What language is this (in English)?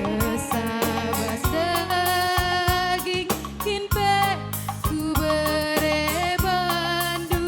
Batak Karo